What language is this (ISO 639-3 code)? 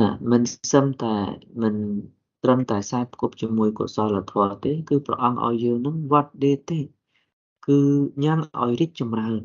khm